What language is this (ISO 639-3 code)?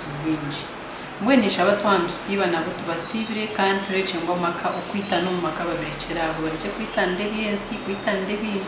nyn